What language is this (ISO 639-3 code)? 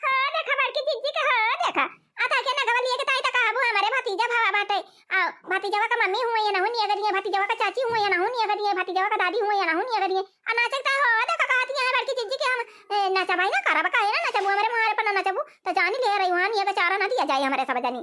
awa